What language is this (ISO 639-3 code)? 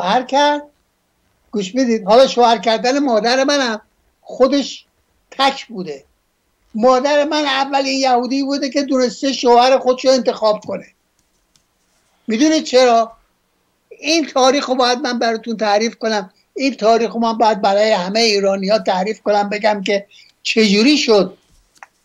fas